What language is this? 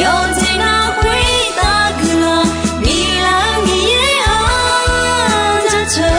Akha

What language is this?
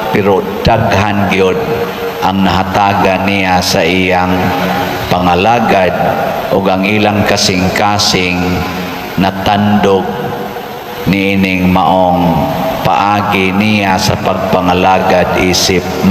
Cebuano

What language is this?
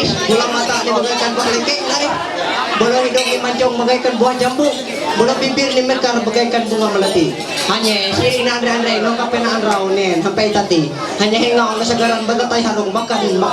Ma'anyan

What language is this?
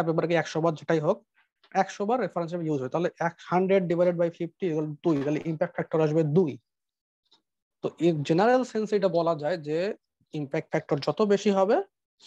Bangla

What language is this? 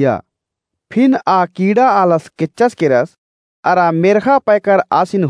Kurukh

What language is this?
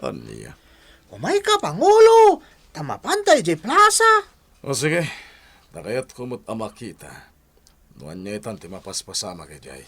Iloko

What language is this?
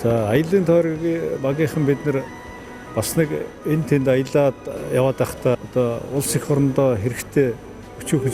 Mongolian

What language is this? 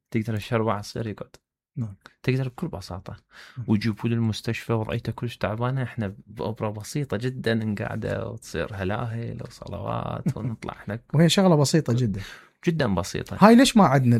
Mesopotamian Arabic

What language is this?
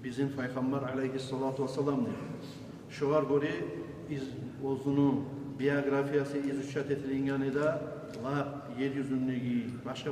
Kumyk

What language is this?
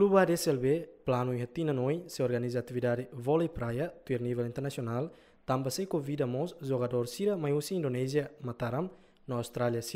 Tetum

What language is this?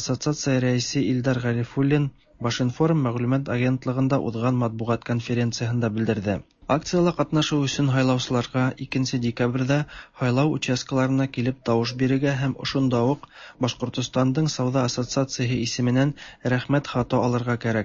Tatar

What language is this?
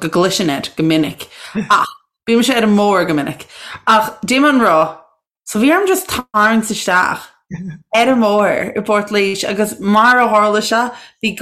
Irish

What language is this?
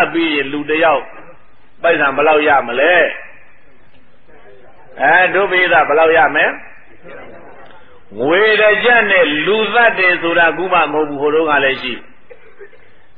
Burmese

